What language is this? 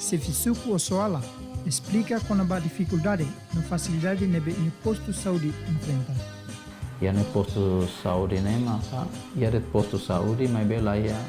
Tetum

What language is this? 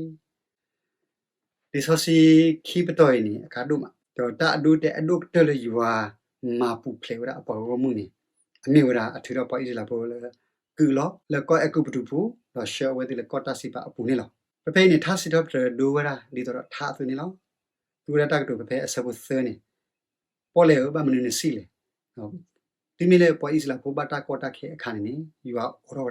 S'gaw Karen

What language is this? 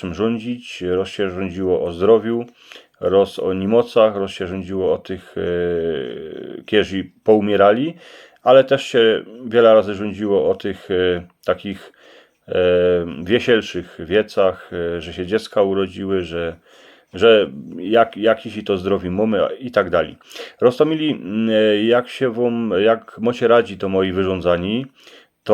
Silesian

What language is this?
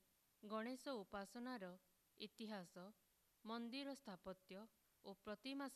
Odia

